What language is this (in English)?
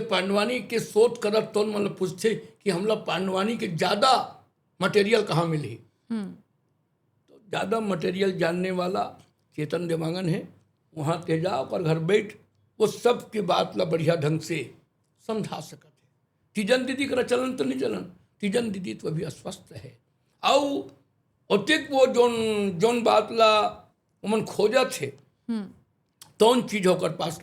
Chhattisgarhi